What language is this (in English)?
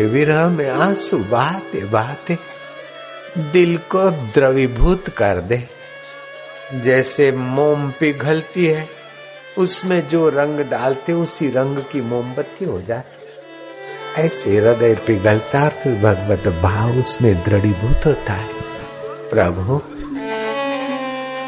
Hindi